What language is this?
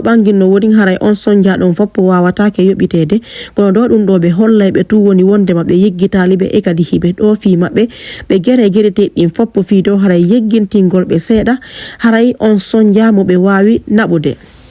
Fula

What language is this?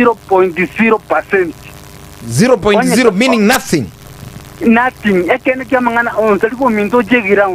Gusii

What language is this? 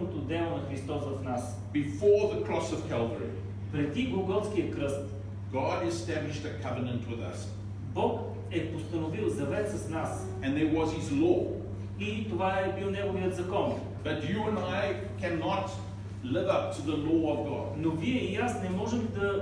Bulgarian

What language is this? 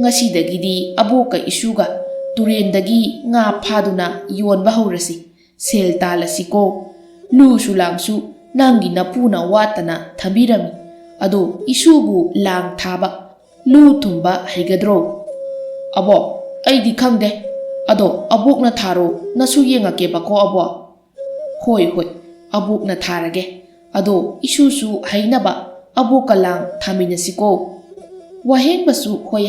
Manipuri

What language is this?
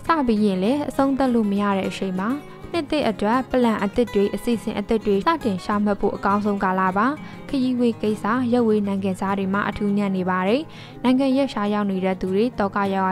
Burmese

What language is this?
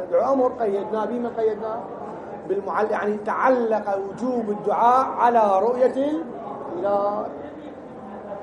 Arabic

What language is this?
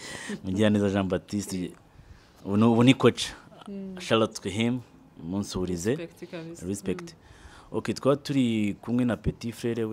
Kinyarwanda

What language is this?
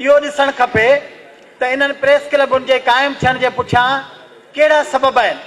Sindhi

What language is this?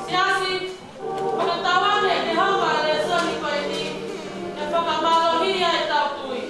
Tongan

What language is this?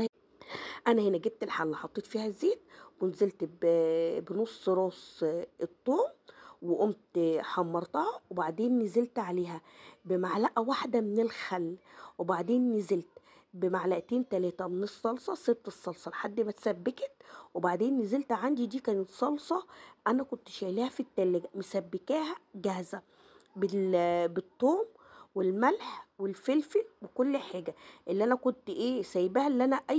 Egyptian Arabic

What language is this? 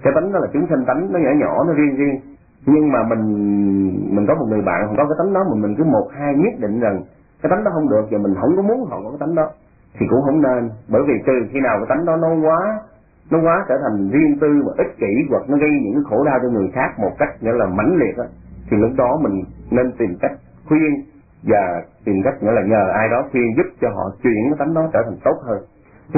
Vietnamese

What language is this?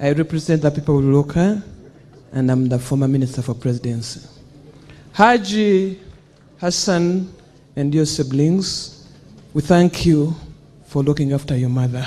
Nyankole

